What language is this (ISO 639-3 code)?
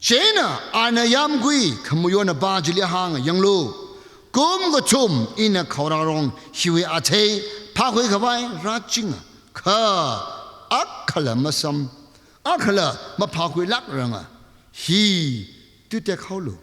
nmf